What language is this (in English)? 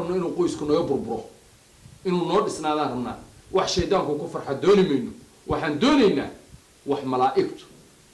Somali